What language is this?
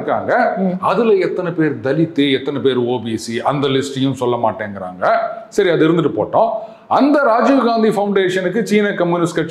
Tamil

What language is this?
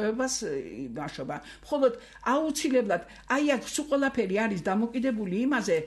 Georgian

